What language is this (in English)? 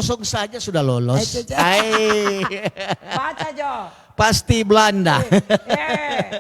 Manado Malay